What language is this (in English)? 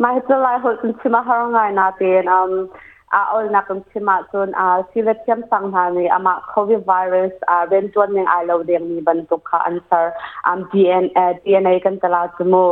Hakha Chin